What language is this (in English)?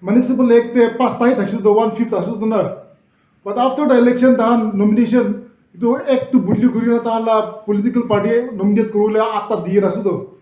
Naga Pidgin